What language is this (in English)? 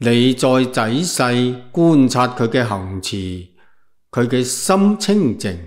Cantonese